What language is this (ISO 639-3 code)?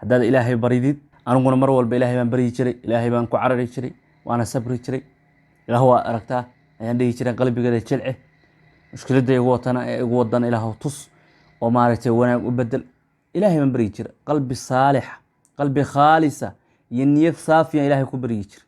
som